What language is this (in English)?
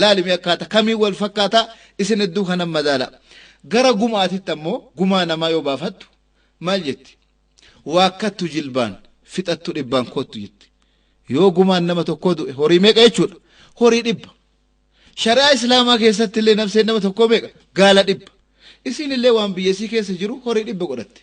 Oromo